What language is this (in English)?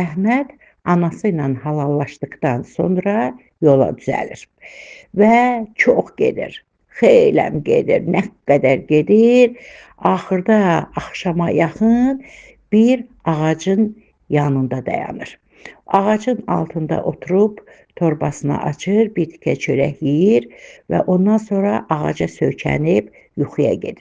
Azerbaijani